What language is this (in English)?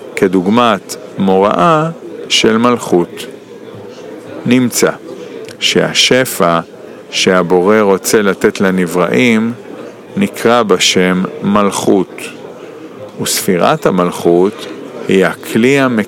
Hebrew